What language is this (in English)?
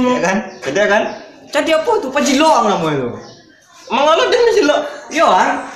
Minangkabau